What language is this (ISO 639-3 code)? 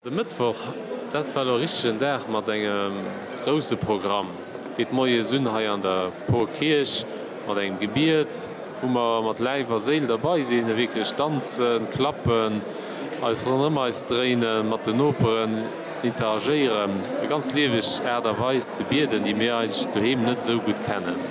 ltz